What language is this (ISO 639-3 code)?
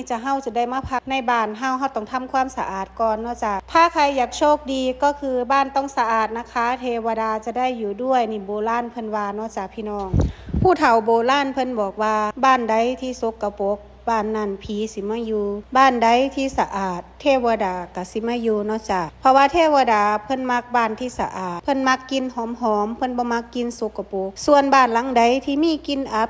tts